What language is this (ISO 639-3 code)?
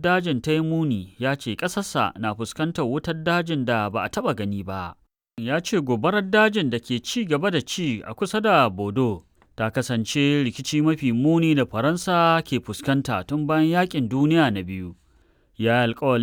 hau